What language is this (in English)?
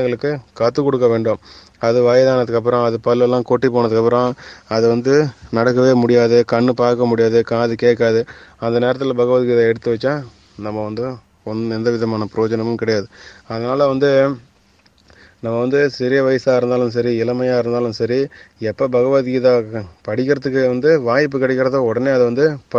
Tamil